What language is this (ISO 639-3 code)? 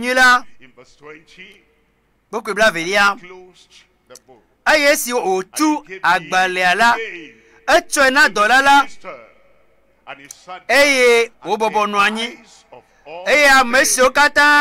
ewe